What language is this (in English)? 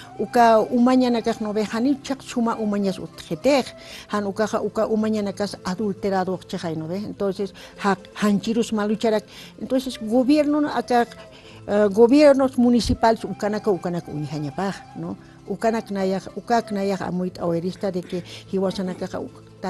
Aymara